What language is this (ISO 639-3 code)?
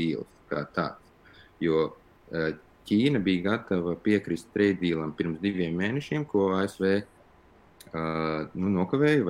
lav